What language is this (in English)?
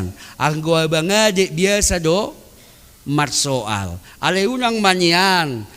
Batak Toba